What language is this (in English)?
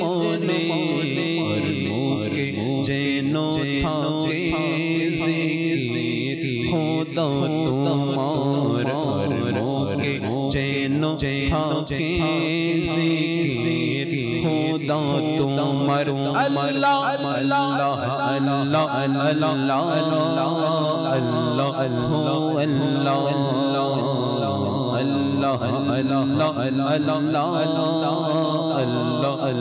Bangla